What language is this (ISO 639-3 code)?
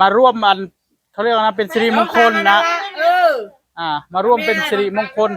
tts